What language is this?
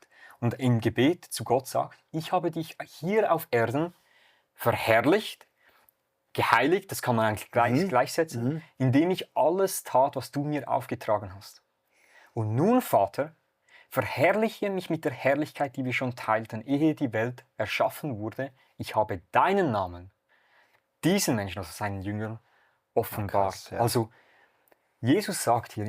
Swiss German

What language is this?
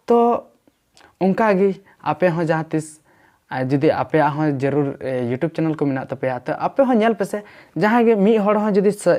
Santali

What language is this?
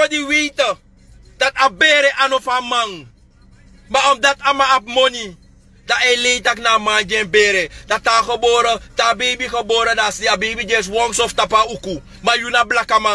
Sranan Tongo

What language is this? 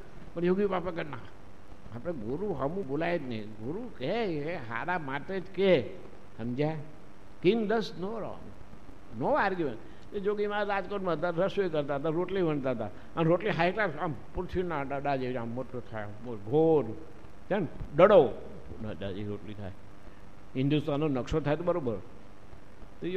Gujarati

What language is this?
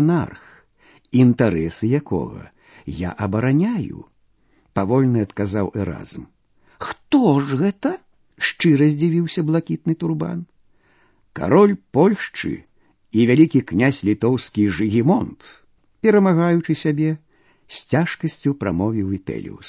Belarusian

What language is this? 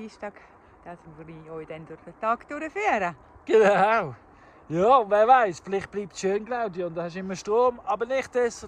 Swiss German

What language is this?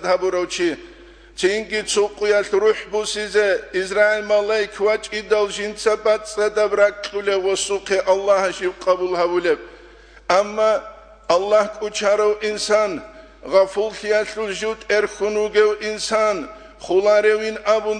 Avaric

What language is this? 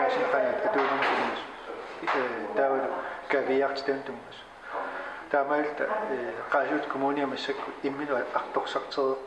Kalaallisut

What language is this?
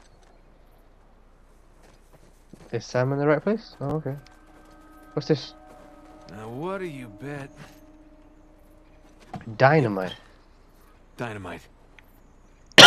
English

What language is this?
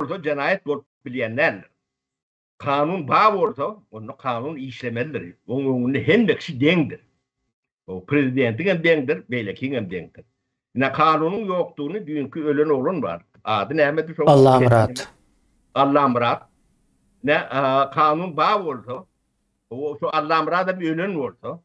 Turkmen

